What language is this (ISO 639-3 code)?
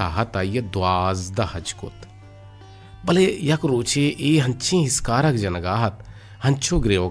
bgp